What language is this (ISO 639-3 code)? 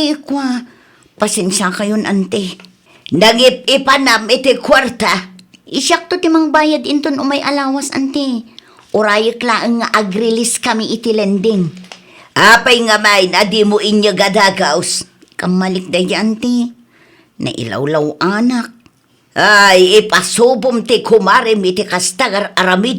ilo